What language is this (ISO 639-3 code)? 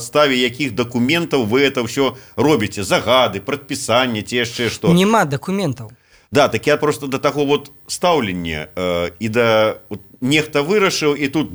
bel